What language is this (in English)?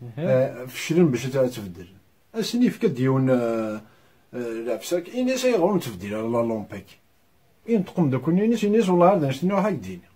Kabyle